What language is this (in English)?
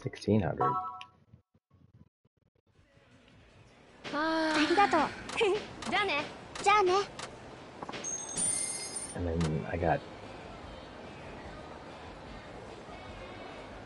Japanese